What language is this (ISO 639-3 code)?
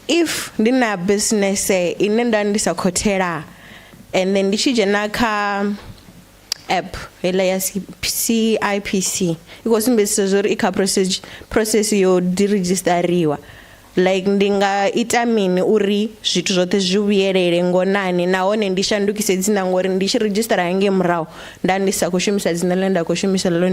ven